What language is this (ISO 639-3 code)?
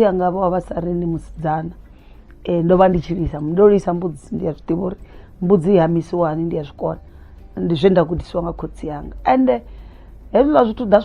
ven